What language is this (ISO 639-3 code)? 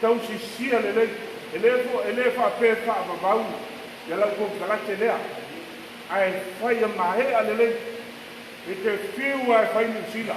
smo